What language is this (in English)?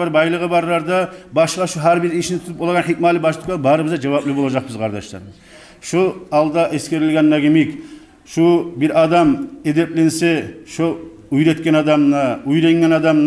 Kumyk